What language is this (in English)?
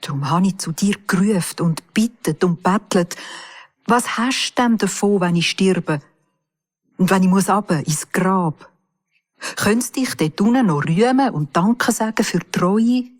Swiss German